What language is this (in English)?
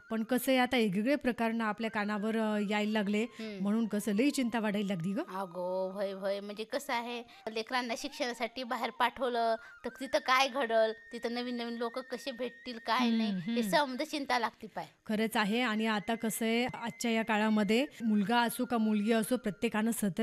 Marathi